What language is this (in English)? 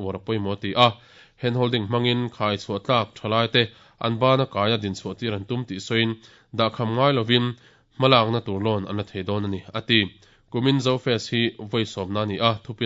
Mizo